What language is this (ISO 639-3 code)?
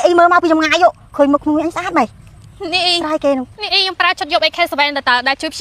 khm